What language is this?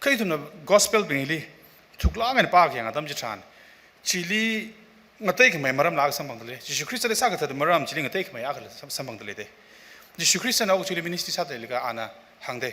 Tangkhul Naga (India)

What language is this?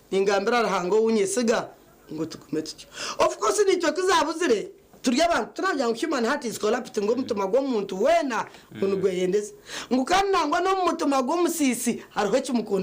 Nyankole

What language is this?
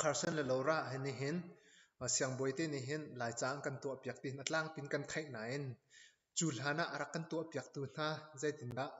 Hakha Chin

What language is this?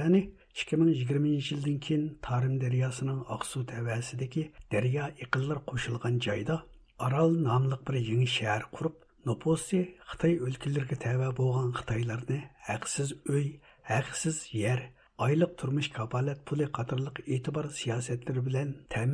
Uyghur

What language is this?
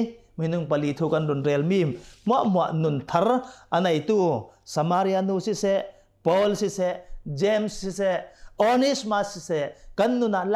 Hakha Chin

